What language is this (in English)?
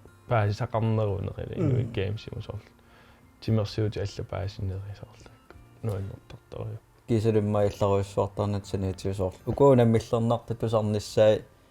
Kalaallisut